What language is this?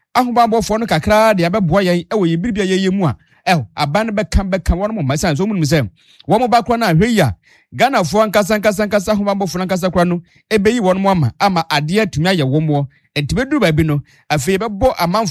Akan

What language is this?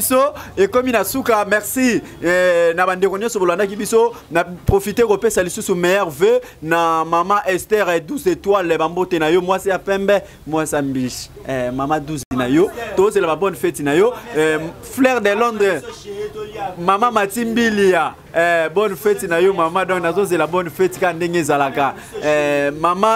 Lingala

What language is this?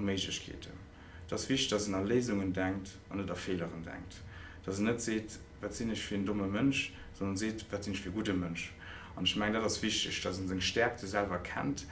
Luxembourgish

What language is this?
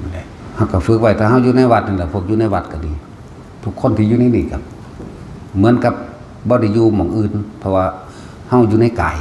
Northeastern Thai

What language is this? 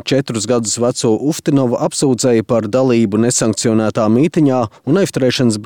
Latvian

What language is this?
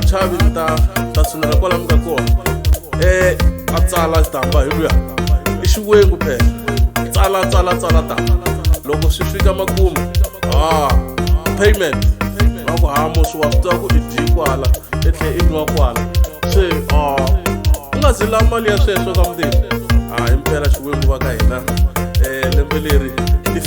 Tsonga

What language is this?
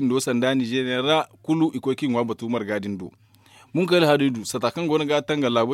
Zarma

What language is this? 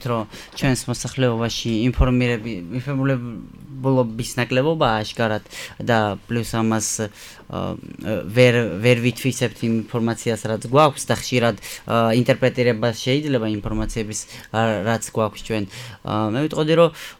Georgian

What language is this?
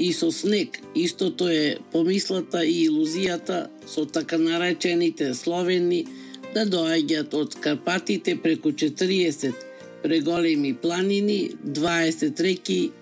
Macedonian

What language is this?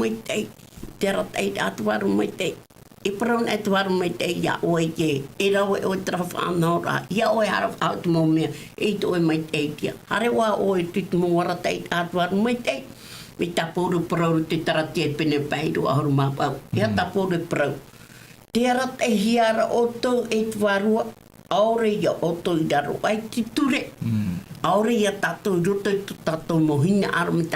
Tahitian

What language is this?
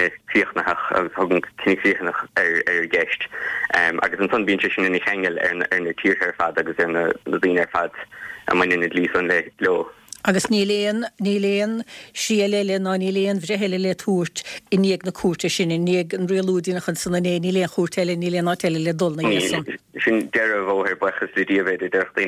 Irish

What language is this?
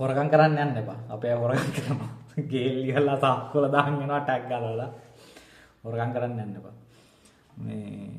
Sinhala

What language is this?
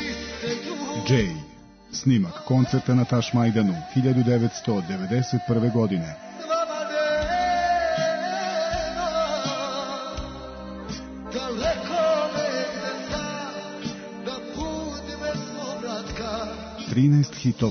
Serbian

